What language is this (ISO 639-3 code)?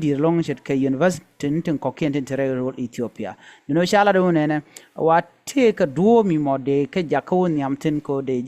nus